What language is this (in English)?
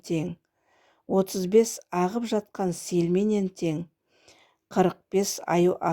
Kazakh